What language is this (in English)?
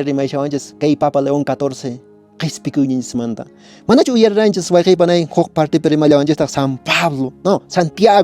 Quechua